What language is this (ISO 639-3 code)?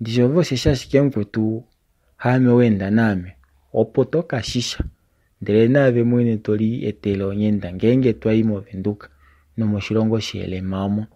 kua